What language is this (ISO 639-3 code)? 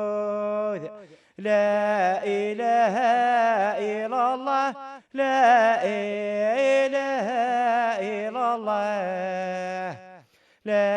kab